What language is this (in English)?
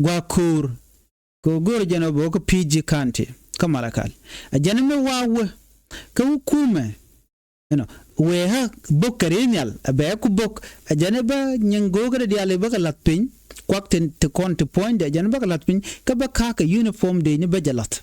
Nuer